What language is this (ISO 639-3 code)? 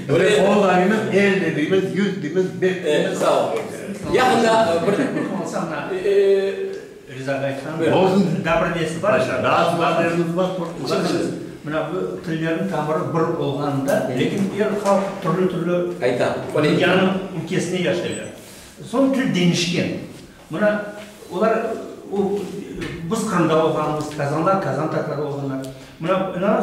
crh